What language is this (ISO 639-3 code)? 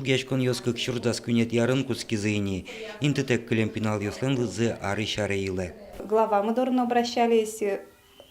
udm